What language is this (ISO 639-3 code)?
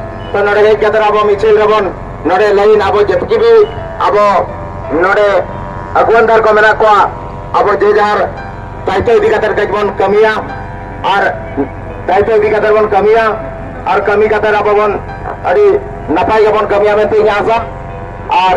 sat